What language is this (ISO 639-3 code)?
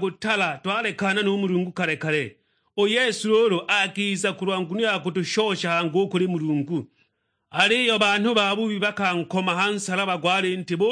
suk